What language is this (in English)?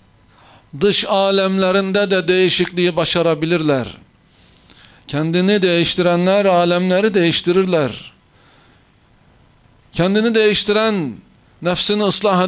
Turkish